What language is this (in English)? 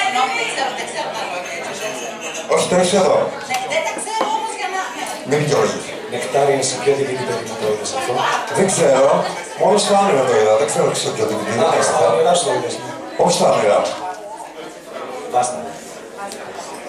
Greek